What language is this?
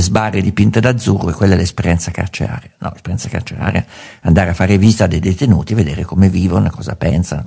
Italian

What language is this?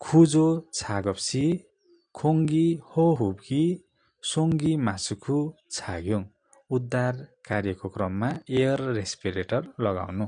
Nepali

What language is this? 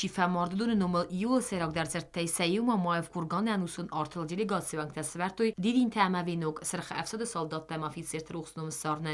Ossetic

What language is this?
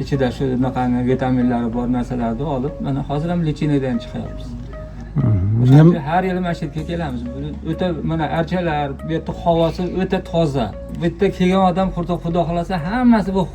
Uzbek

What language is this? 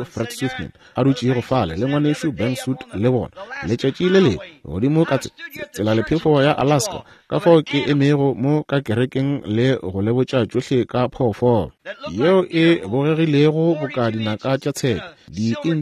Northern Sotho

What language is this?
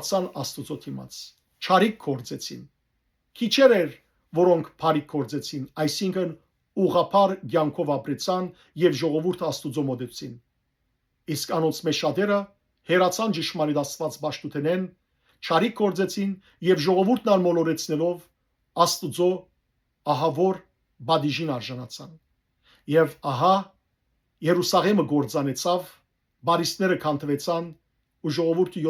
Western Armenian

